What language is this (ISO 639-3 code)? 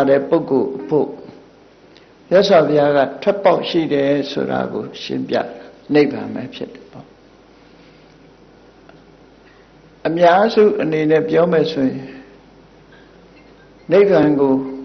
mya